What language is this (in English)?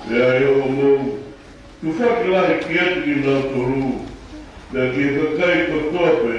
Tongan